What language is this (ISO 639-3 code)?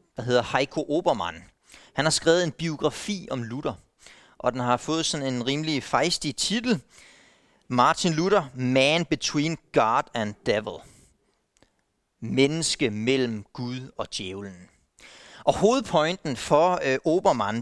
dan